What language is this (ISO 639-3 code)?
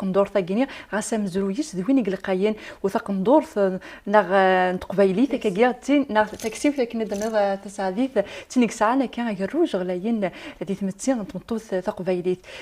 kab